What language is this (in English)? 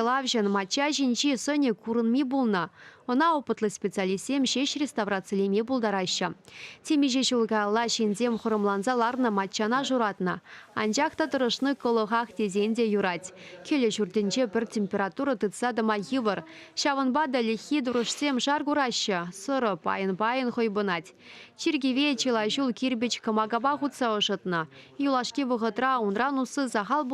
Chuvash